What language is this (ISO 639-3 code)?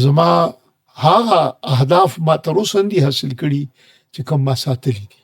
pus